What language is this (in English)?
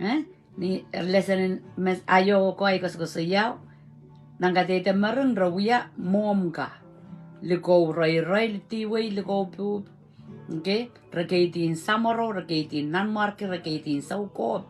Pohnpeian